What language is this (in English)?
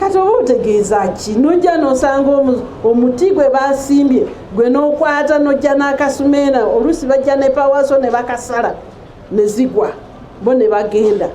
Ganda